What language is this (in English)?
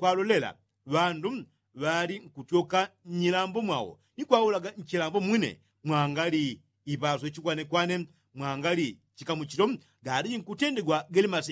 Yao